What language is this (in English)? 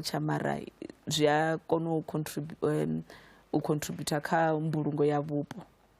Venda